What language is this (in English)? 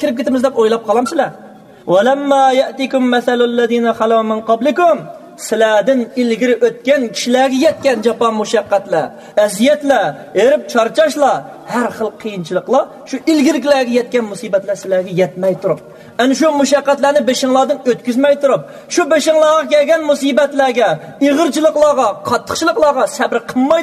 Uyghur